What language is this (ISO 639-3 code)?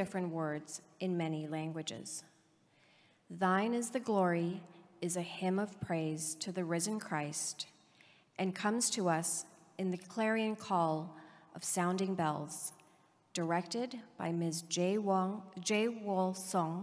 eng